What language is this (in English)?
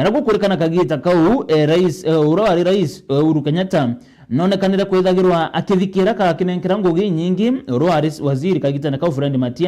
Meru